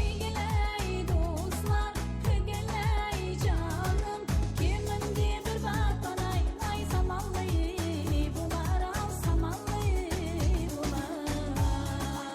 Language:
Kara-Kalpak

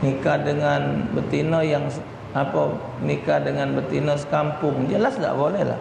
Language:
Musi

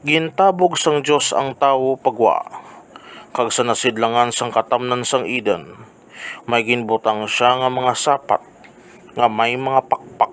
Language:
Hiligaynon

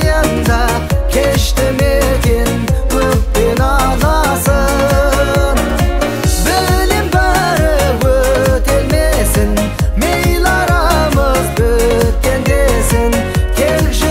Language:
Kazakh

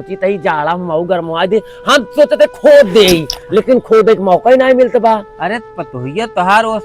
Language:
Awadhi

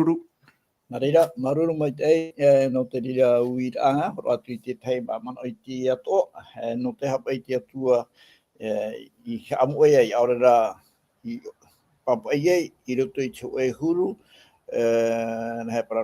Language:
Tahitian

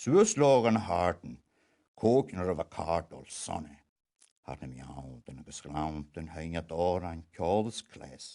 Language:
Scottish Gaelic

